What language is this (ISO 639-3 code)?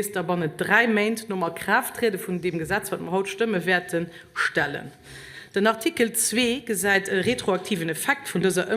ltz